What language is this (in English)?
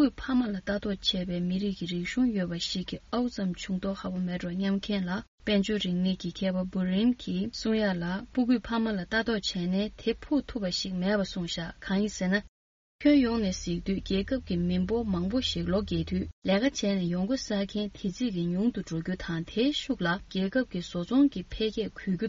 Tibetan